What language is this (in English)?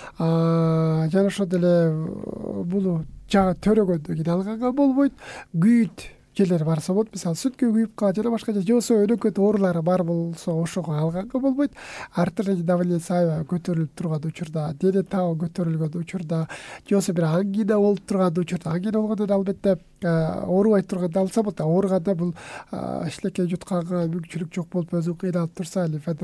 Kyrgyz